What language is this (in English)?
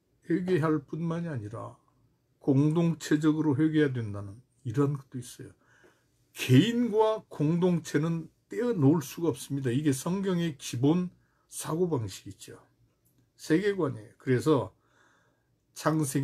Korean